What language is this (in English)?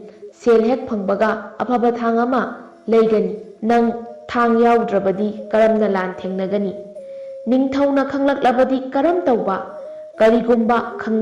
Manipuri